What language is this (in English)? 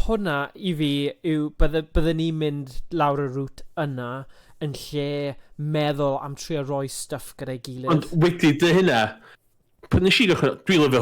Welsh